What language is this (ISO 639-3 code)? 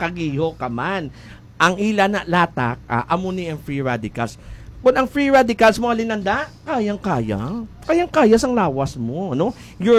hil